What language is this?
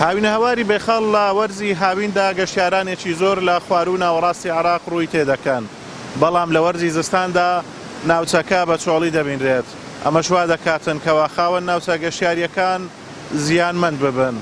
Central Kurdish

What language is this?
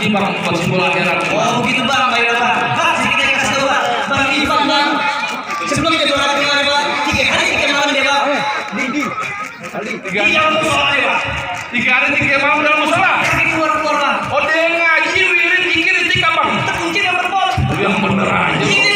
Betawi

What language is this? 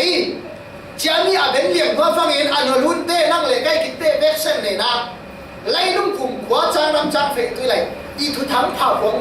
Falam Chin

